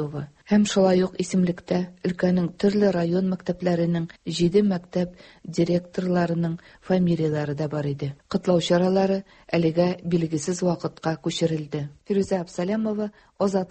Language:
Tatar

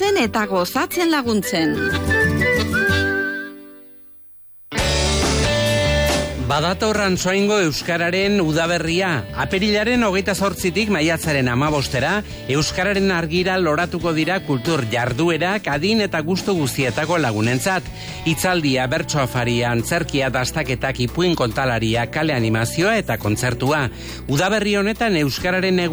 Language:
Basque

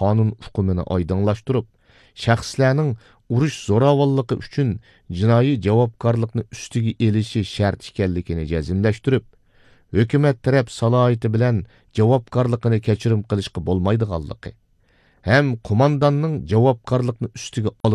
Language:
Uyghur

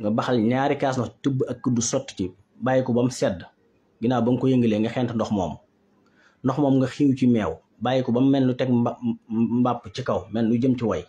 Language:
Wolof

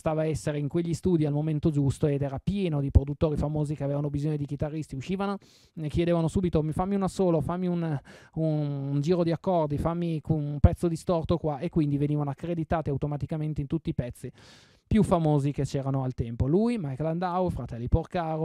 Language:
Italian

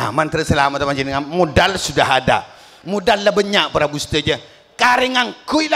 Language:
Madurese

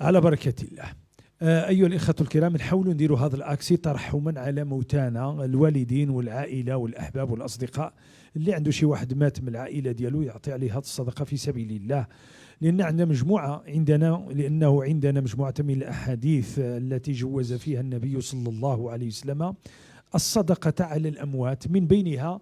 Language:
Moroccan Arabic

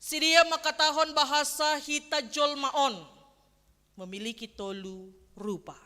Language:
Batak Simalungun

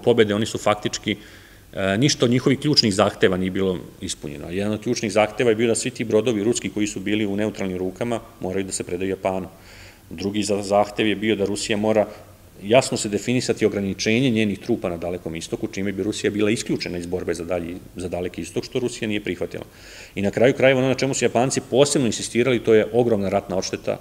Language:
Serbian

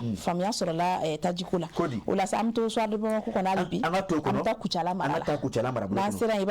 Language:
Bambara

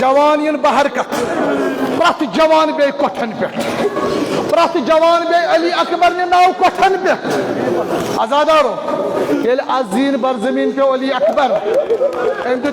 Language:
Kashmiri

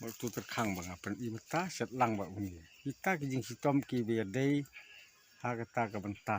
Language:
Khasi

